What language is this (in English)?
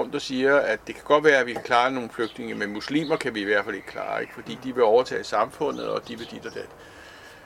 Danish